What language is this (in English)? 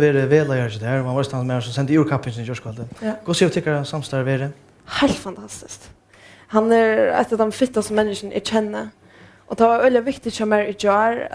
Faroese